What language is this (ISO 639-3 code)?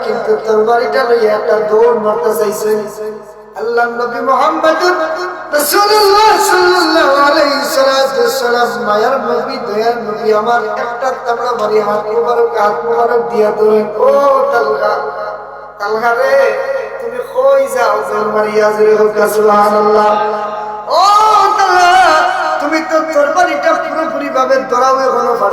syl